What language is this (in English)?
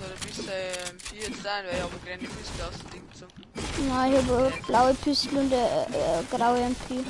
Bavarian